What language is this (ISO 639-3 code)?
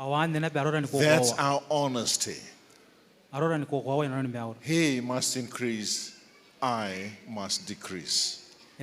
gil